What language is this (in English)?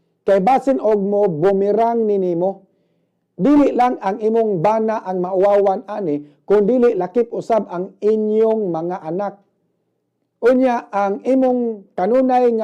Cebuano